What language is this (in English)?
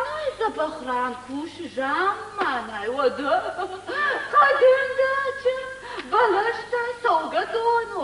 Ossetic